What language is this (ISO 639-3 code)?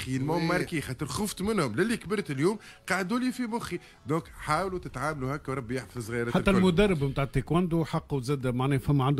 aeb